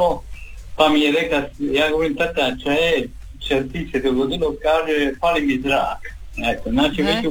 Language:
Croatian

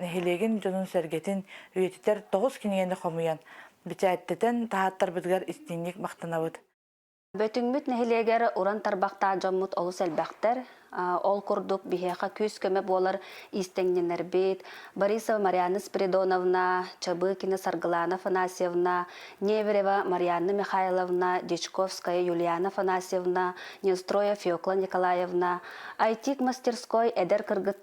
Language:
Yakut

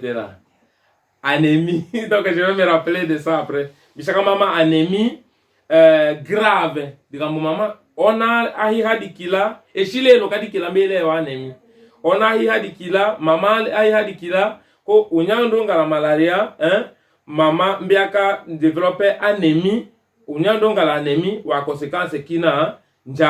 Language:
Tetela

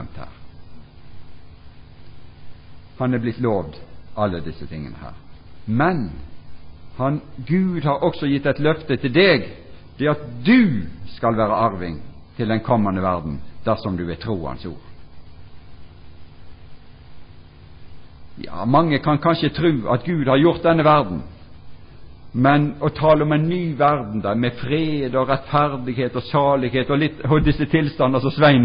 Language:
Norwegian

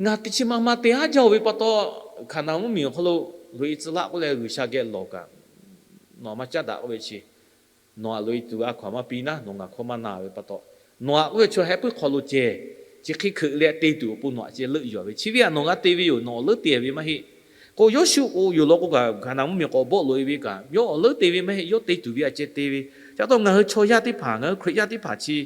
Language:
Lahu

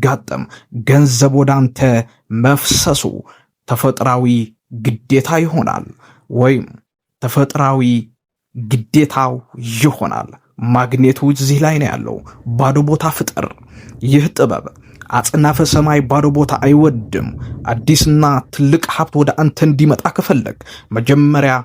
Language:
Amharic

